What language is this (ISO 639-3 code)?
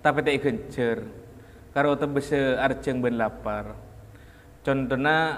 mad